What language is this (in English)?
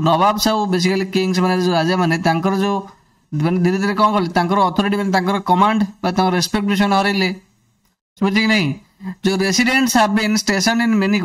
Odia